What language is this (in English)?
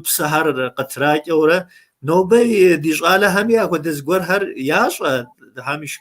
Kabardian